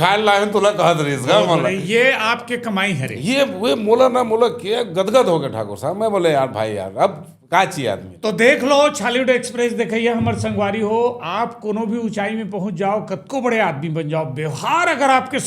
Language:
Chhattisgarhi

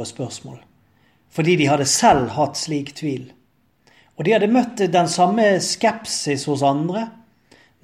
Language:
Norwegian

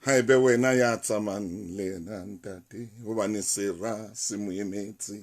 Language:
Southern Sotho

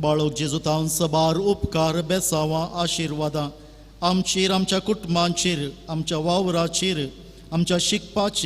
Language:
Konkani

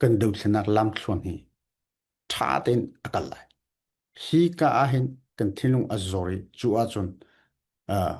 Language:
Falam Chin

